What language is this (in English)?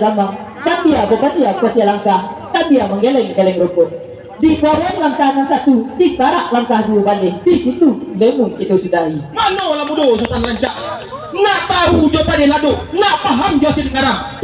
Minangkabau